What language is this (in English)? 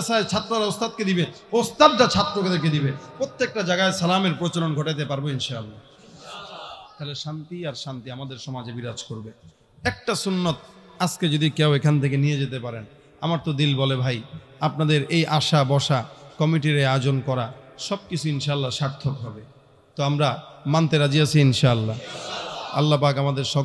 Bangla